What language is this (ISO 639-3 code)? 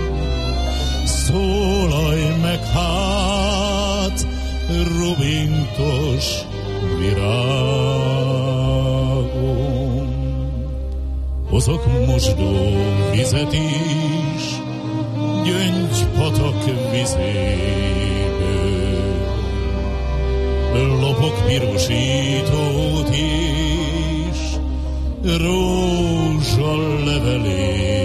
hun